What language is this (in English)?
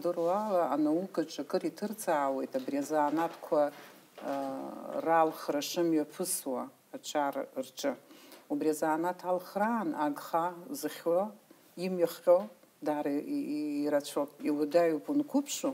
Abkhazian